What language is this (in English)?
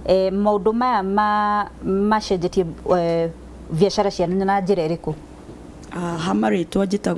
Kikuyu